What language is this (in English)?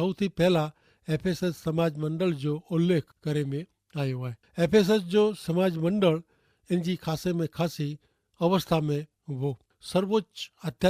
Kachhi